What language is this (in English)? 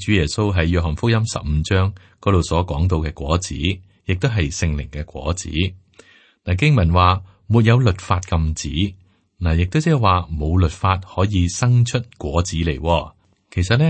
Cantonese